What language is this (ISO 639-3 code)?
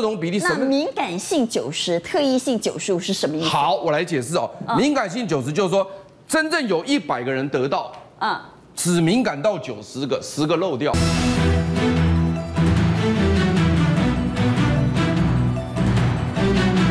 zho